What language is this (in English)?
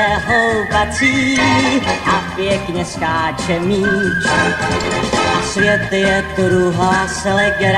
Czech